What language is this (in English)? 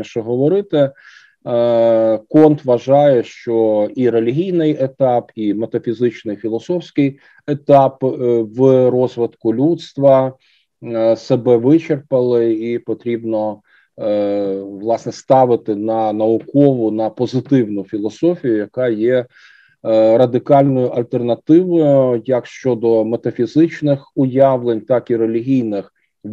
Ukrainian